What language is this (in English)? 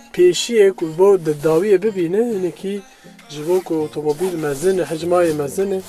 Kurdish